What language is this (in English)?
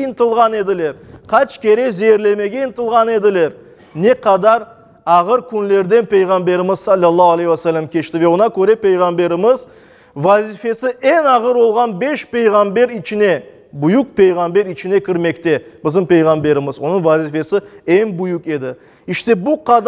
Crimean Tatar